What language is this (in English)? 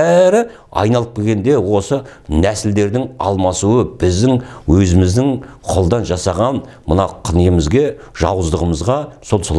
Kazakh